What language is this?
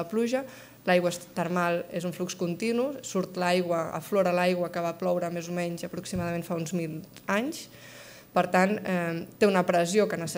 Catalan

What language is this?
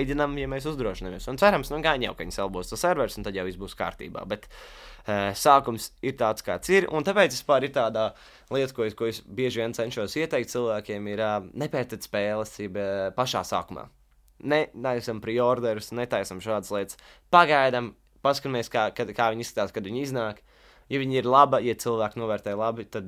Latvian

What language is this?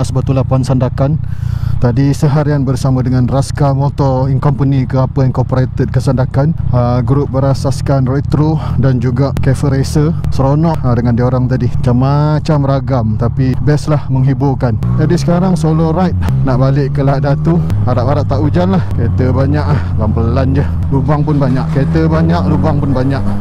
Malay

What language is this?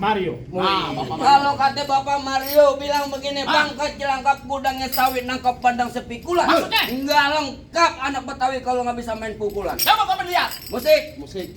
Betawi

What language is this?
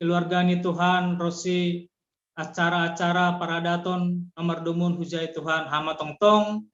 Batak Simalungun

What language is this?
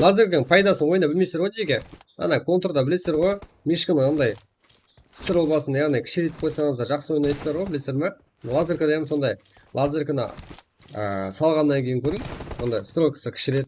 Kara-Kalpak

